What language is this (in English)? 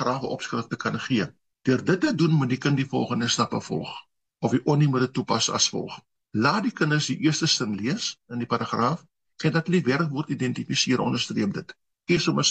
Afrikaans